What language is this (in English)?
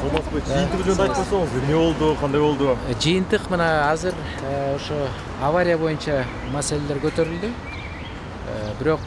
Kyrgyz